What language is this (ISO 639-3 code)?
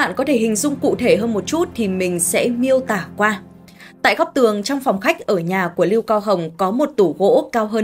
vie